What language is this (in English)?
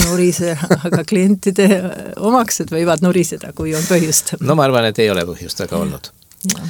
Estonian